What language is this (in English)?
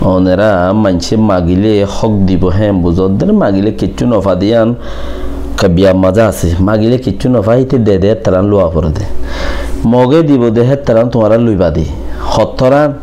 Rohingya